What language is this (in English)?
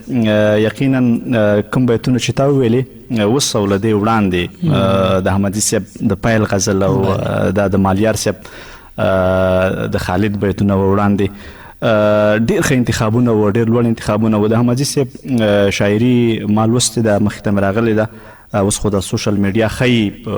Pashto